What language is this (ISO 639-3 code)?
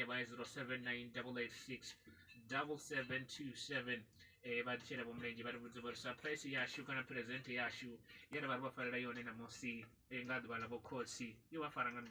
ven